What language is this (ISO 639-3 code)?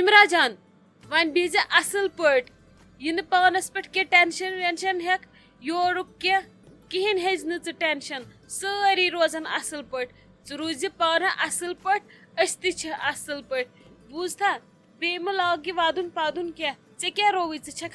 kas